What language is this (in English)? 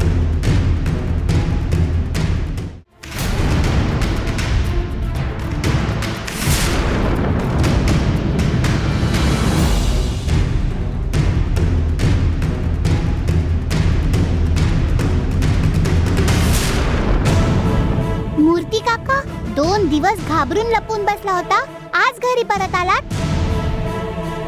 Marathi